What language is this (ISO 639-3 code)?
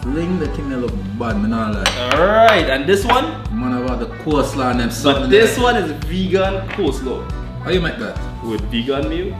jam